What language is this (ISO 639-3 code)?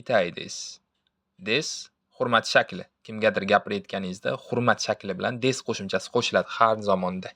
uzb